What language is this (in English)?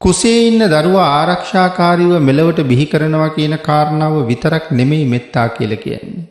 Sinhala